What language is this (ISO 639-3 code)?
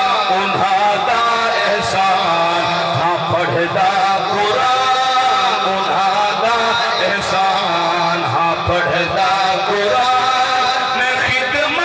skr